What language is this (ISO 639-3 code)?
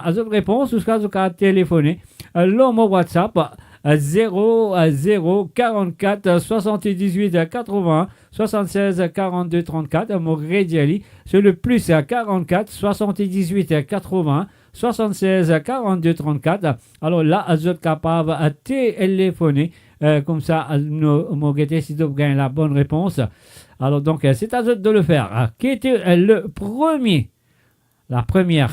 mfe